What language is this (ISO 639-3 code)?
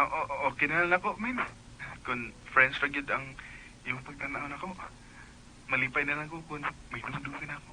ceb